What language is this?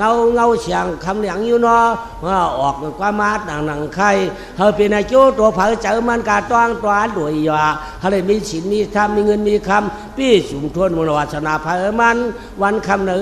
Shan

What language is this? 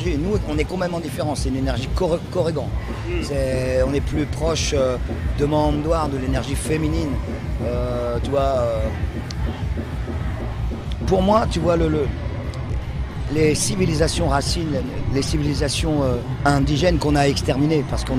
French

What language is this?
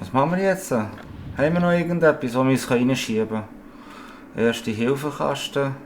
Swiss German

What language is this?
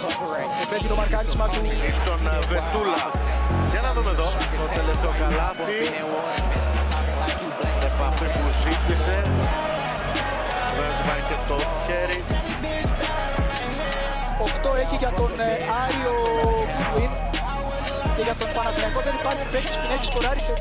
Greek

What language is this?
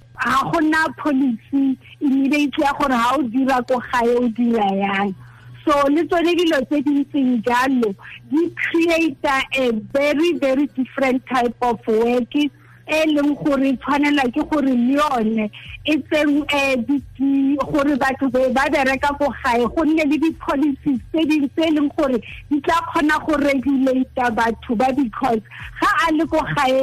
Tswana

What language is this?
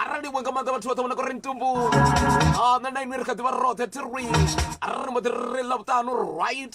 Venda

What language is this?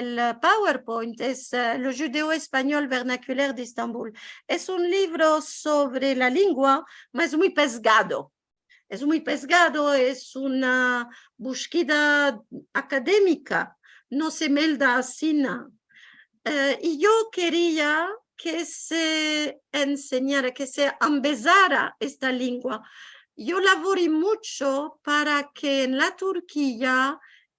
Ladino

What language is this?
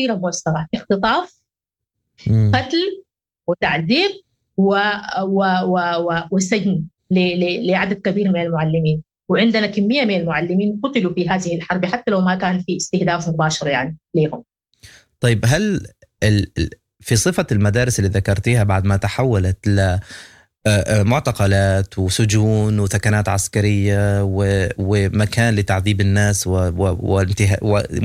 Sudanese Arabic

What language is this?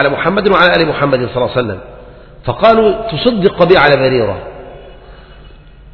Arabic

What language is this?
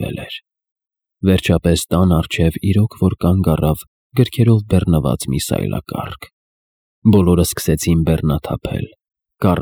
Armenian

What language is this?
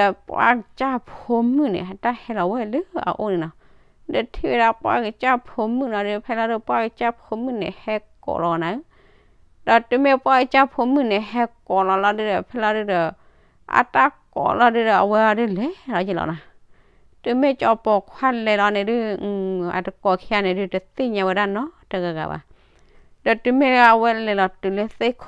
S'gaw Karen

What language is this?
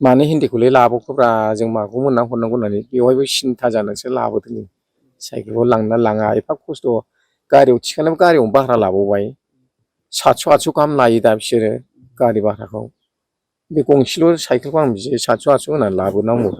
Bodo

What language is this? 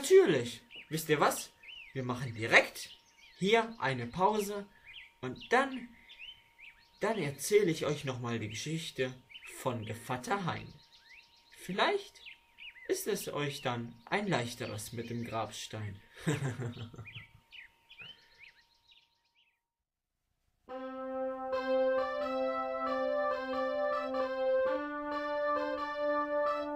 German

